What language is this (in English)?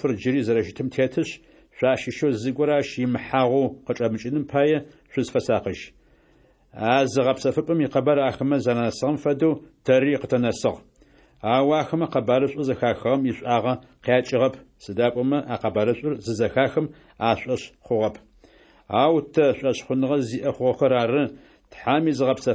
Adyghe